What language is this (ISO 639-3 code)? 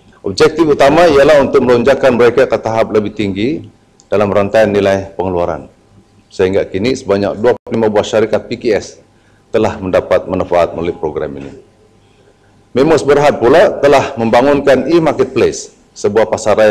msa